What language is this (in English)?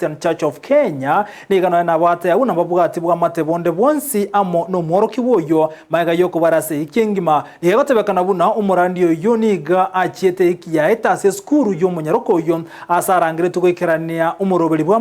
Gusii